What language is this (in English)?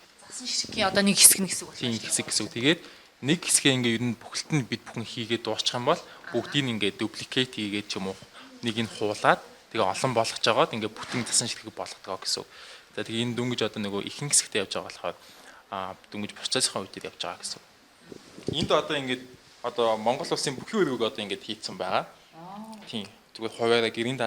Mongolian